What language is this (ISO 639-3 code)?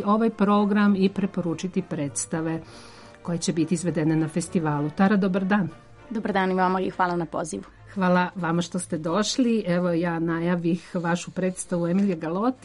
srp